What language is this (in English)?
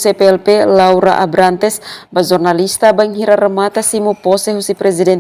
Tetum